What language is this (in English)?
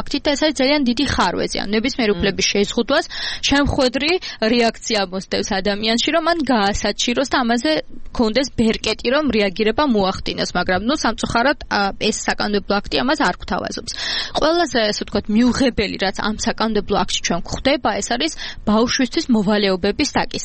Georgian